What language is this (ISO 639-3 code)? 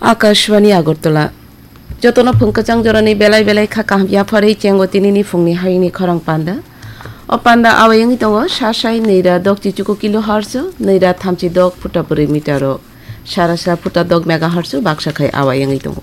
trp